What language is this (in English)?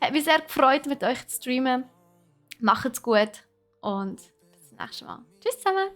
Swiss German